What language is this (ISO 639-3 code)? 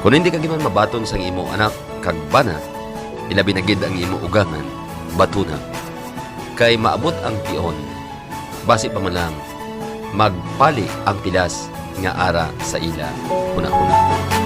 hil